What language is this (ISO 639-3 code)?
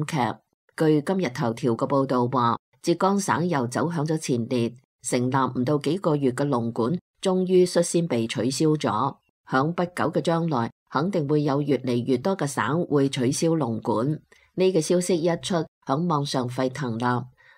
yue